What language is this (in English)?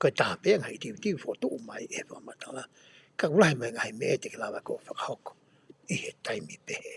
Tongan